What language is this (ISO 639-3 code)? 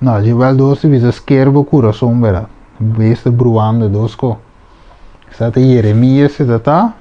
pap